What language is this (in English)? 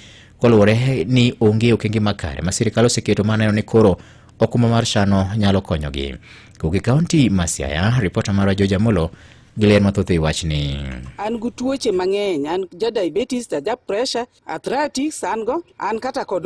Luo (Kenya and Tanzania)